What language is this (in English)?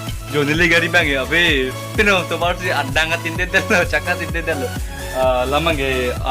Karbi